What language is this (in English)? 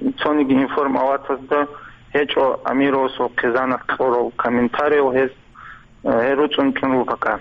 Avaric